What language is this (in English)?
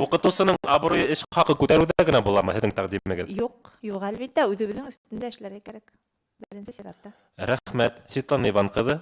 Bashkir